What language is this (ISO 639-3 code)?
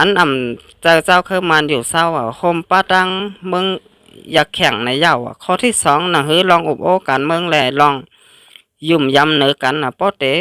shn